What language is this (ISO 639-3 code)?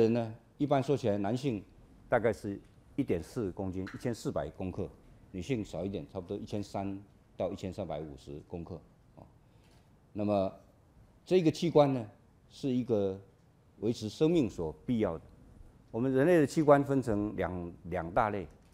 zho